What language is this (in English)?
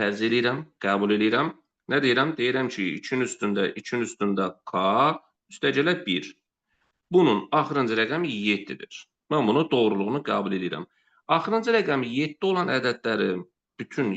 Azerbaijani